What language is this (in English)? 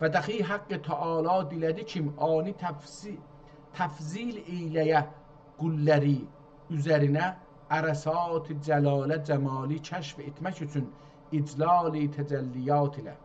South Azerbaijani